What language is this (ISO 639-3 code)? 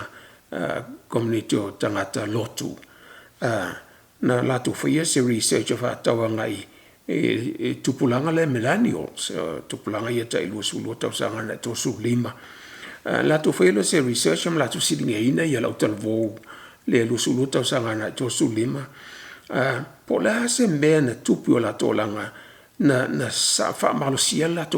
smo